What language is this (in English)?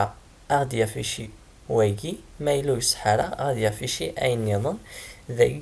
Kabyle